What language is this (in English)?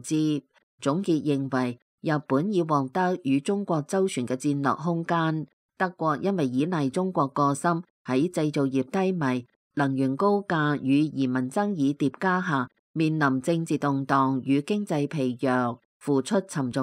Cantonese